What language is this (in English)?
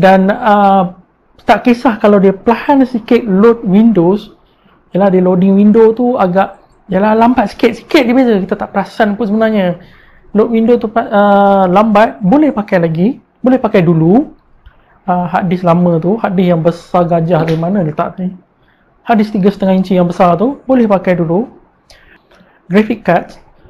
Malay